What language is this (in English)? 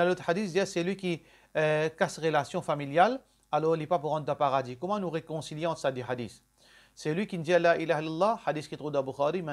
Morisyen